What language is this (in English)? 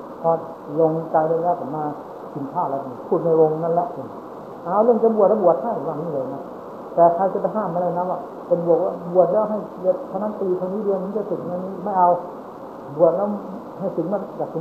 Thai